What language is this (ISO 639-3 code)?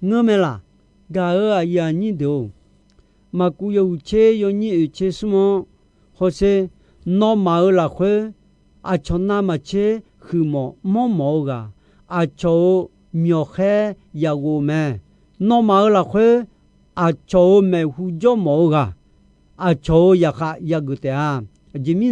ahk